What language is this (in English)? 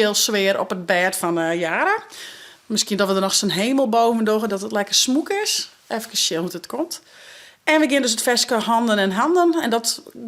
Western Frisian